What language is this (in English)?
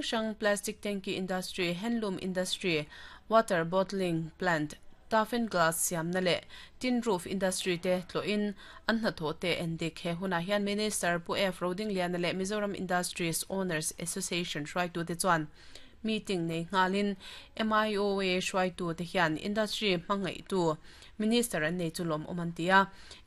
Mizo